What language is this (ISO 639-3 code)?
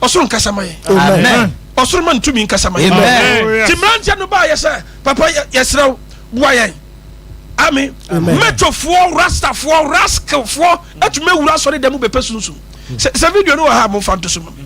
aka